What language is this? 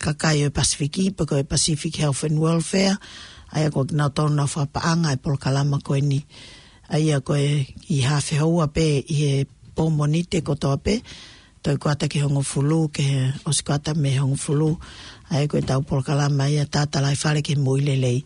Tongan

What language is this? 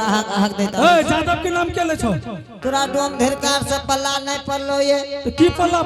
Angika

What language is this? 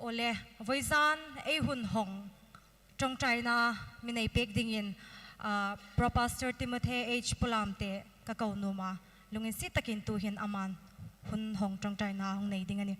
Hmar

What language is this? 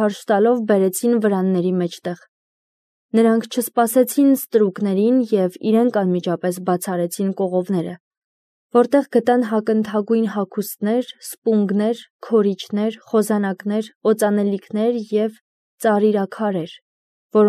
Armenian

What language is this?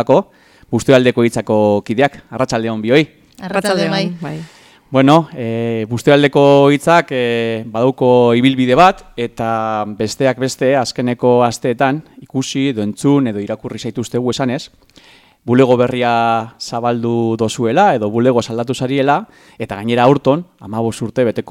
Basque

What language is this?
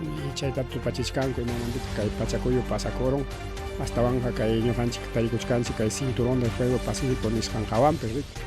Ayacucho Quechua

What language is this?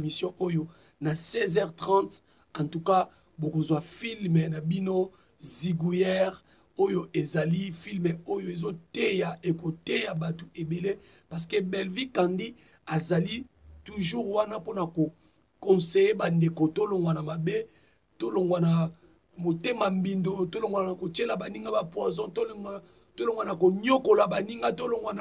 Lingala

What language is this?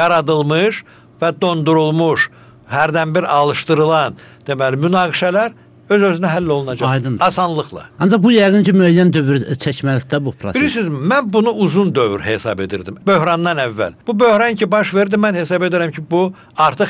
Azerbaijani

